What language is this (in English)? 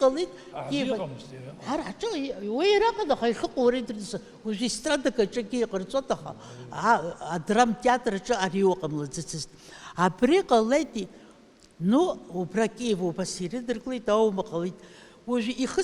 Abkhazian